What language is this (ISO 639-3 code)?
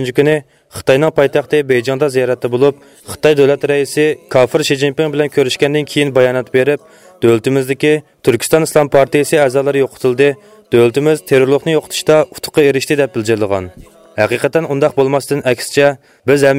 uig